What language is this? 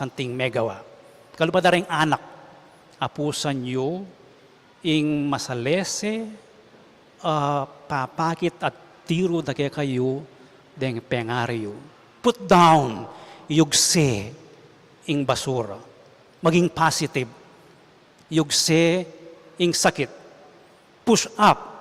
Pampanga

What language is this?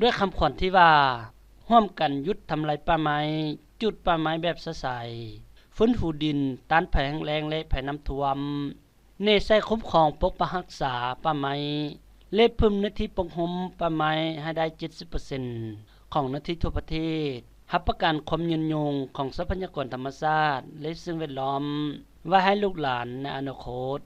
Lao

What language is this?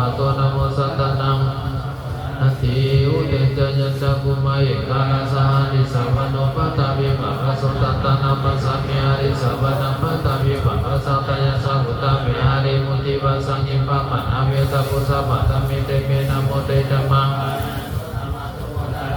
Pali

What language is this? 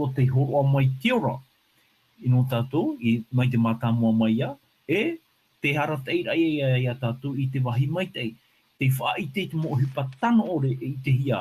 Tahitian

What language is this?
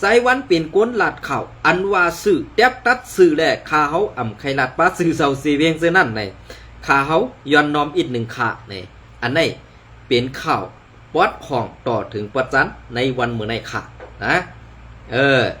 Shan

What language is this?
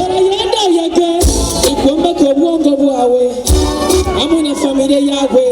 Nyoro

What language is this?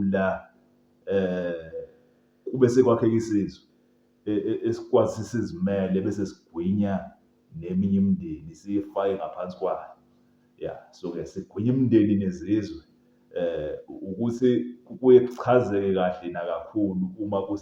Zulu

